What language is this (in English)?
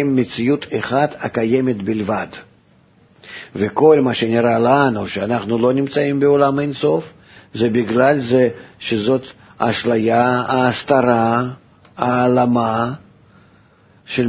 Hebrew